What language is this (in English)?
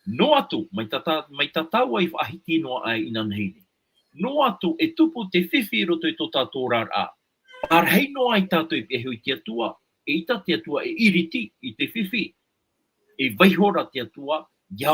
Tahitian